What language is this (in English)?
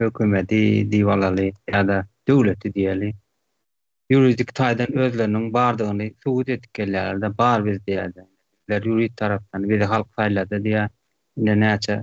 Turkmen